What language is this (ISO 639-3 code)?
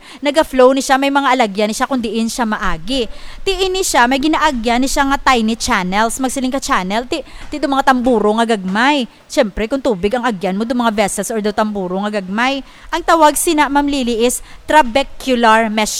hil